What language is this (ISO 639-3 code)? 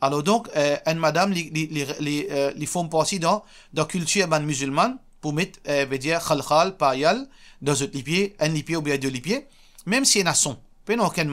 mfe